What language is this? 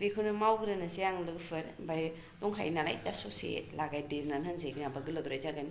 Bodo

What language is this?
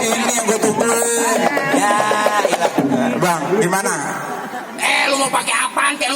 Betawi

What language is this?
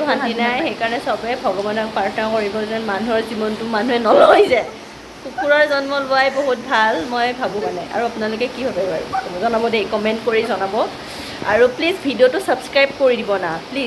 Assamese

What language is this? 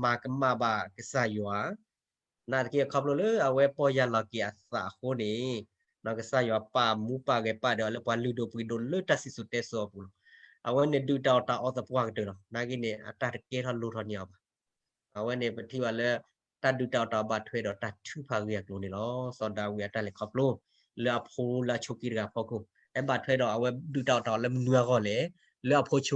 S'gaw Karen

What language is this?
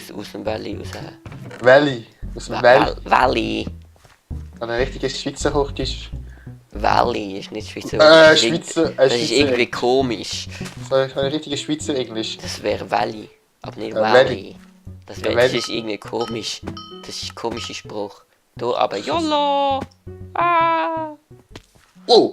Swiss German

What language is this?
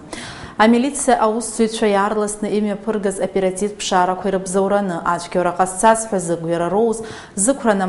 Abkhazian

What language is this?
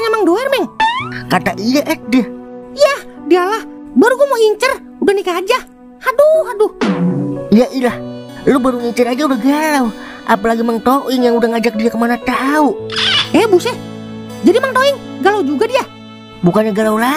Betawi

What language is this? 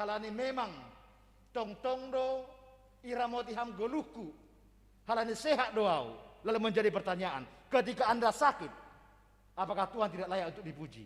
Batak Simalungun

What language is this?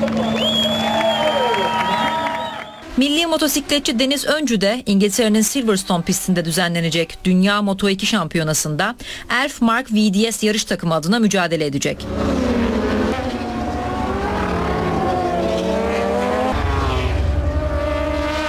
Turkish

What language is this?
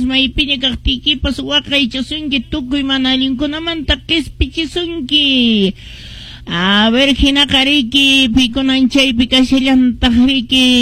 Quechua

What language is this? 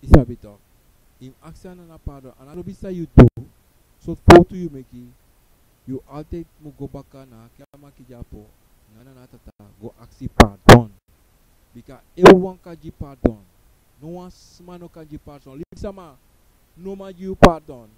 Sranan Tongo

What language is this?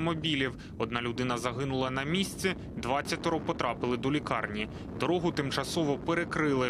Ukrainian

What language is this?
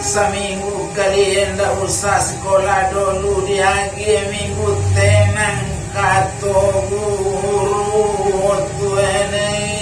Minangkabau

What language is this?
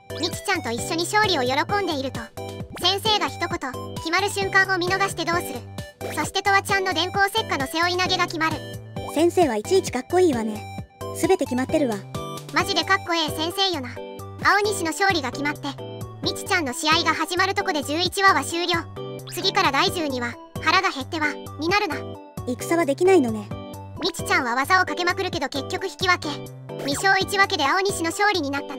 Japanese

